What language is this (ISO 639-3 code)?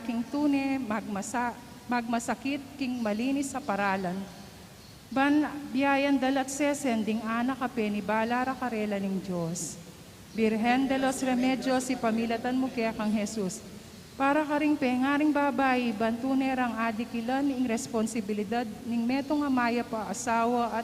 pam